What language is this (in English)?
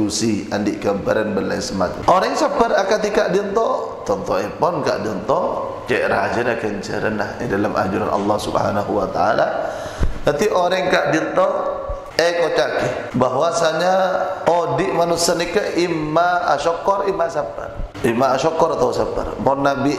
Madurese